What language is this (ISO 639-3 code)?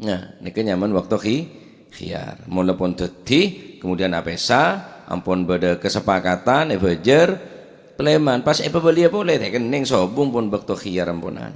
mad